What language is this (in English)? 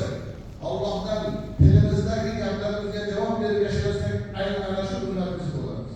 Uzbek